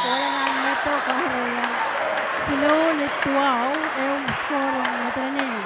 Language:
Pohnpeian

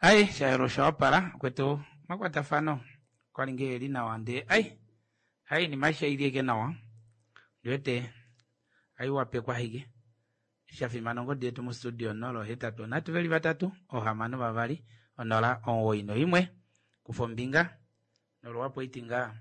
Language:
Kuanyama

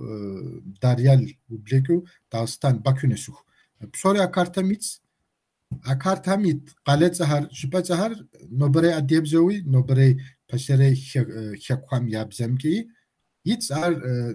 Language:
Kabardian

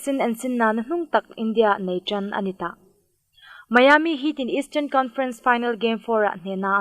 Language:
Hmar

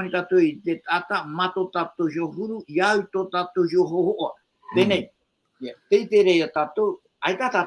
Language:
Tahitian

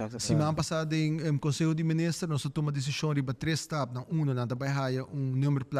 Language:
Papiamento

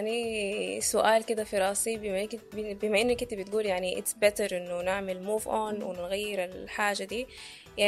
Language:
Sudanese Arabic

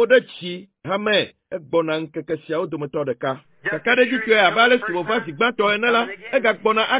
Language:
Ewe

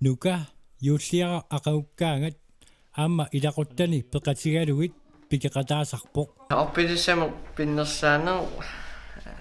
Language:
Kalaallisut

